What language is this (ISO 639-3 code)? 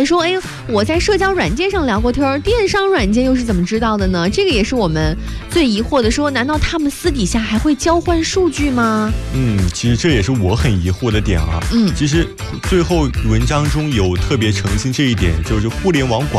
zho